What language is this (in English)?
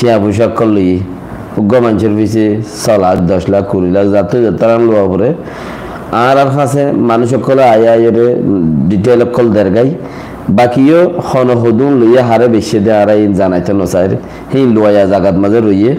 Rohingya